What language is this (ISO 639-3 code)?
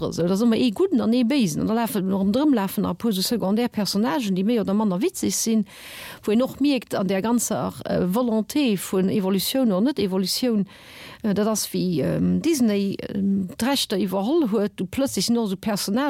ltz